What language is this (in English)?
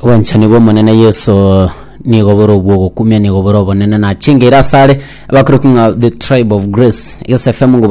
Gusii